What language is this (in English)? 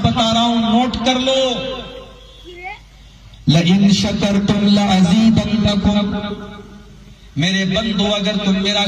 Urdu